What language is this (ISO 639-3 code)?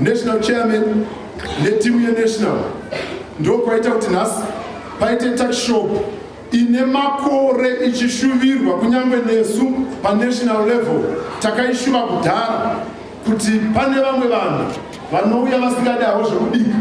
sna